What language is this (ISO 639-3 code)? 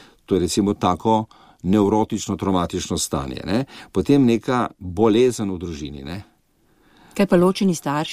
slv